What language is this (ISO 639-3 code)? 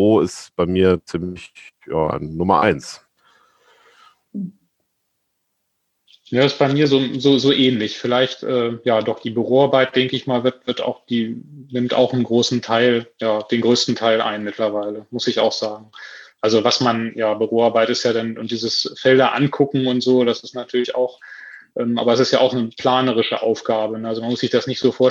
deu